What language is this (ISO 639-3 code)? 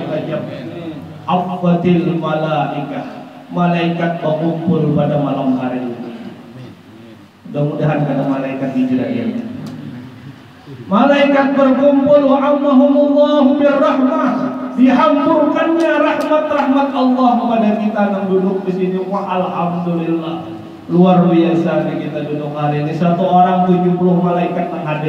ind